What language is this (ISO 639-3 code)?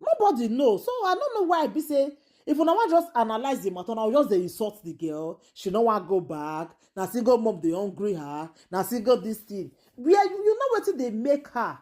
pcm